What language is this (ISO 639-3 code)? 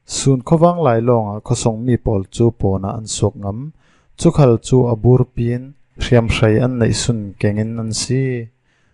cfm